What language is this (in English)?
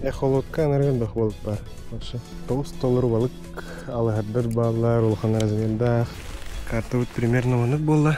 Yakut